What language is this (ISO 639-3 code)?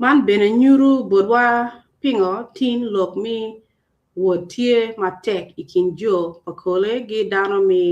ach